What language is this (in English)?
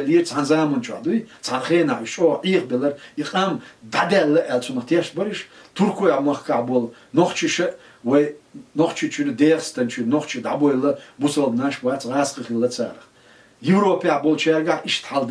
Chechen